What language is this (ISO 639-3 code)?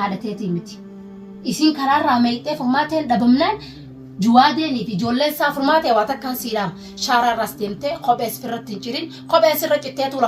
orm